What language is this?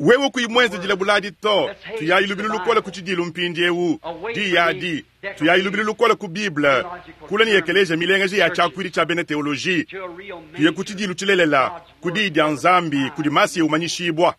Luba-Lulua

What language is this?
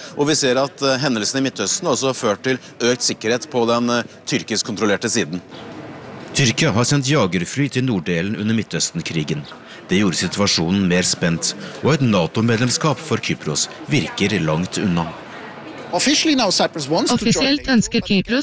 Norwegian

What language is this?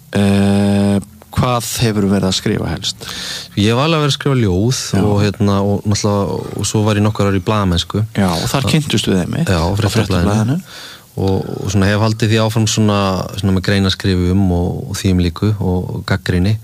Icelandic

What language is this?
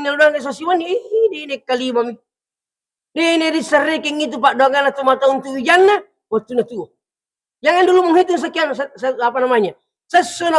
Buginese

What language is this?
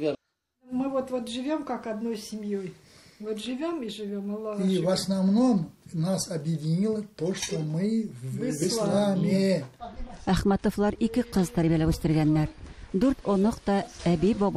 Tatar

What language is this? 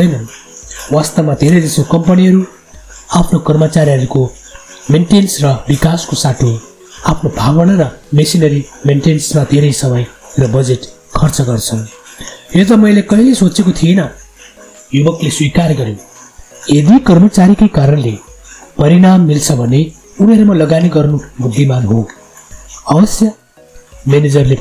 Nepali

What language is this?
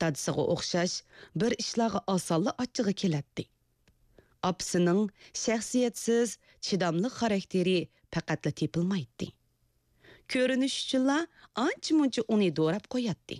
Uyghur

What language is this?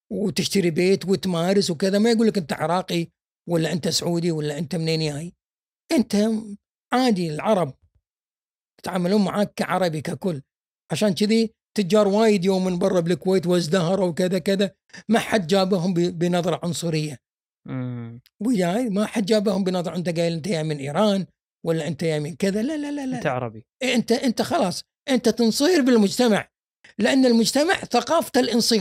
Gulf Arabic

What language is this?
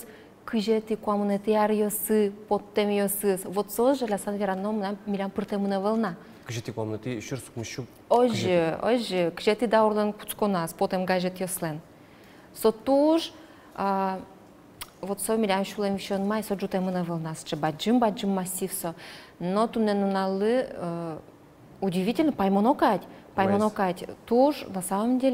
Udmurt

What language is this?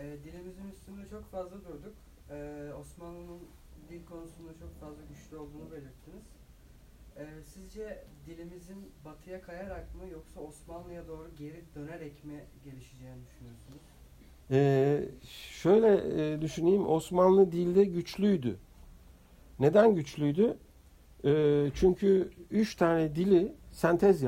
Turkish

